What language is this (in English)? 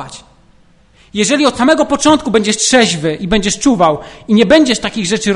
Polish